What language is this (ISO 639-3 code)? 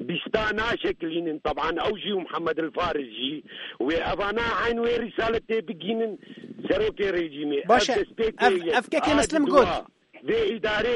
kur